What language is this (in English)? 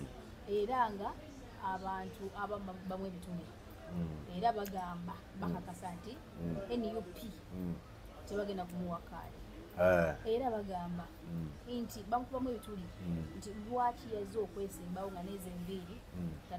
Ganda